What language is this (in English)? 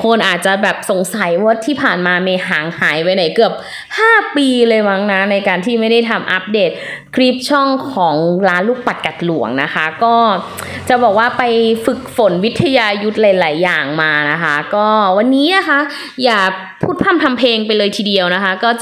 Thai